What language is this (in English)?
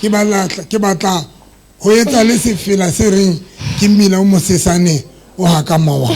Southern Sotho